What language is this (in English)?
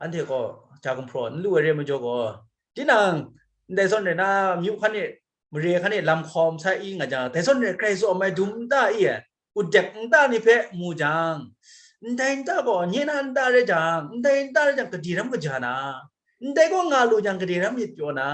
Kachin